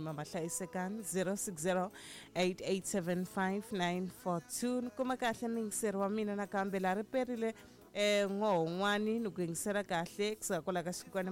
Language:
Tsonga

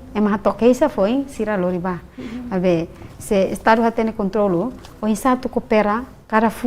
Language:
Tetum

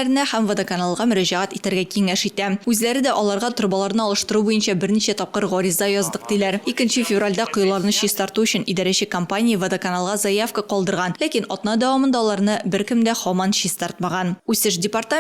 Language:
Tatar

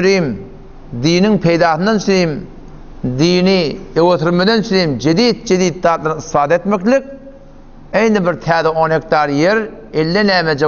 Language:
Turkmen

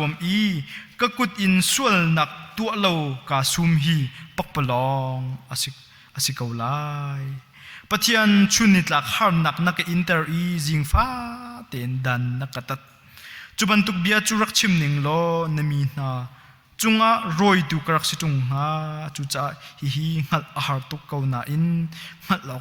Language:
Hakha Chin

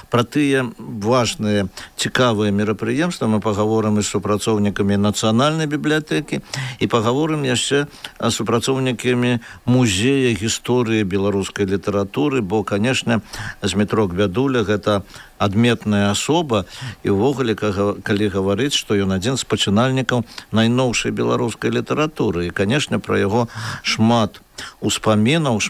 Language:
Belarusian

